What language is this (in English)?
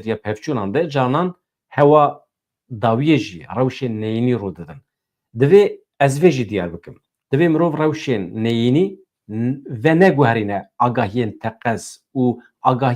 Kurdish